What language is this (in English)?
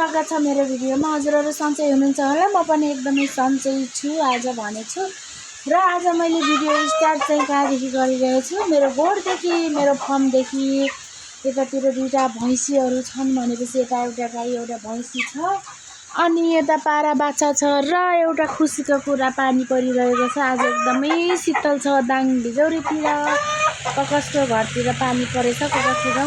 Nepali